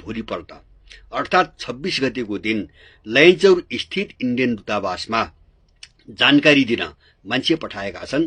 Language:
Nepali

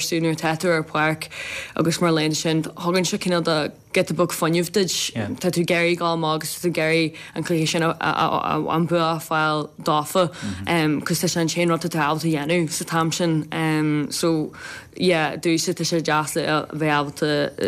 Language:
Irish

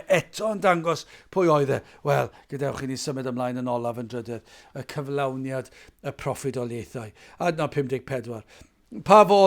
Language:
Welsh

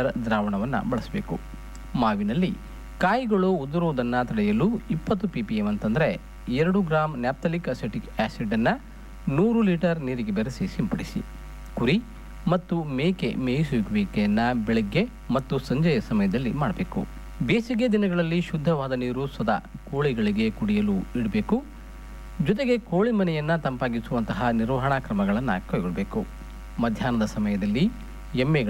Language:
Kannada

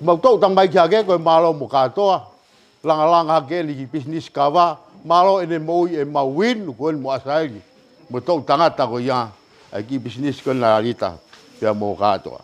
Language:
Tongan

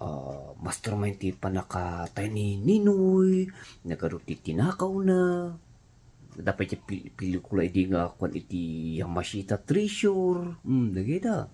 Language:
Iloko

